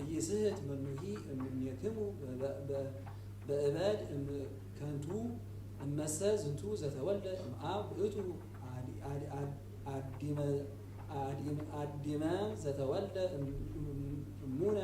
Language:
Geez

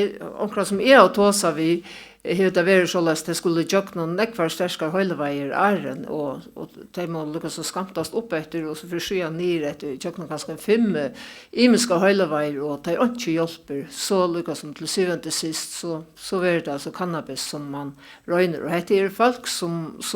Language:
Faroese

